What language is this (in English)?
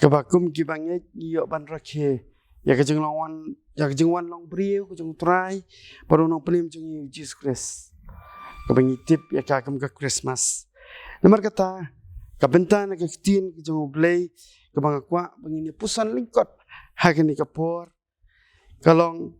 Khasi